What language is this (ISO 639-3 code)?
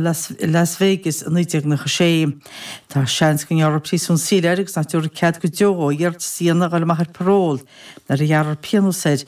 gle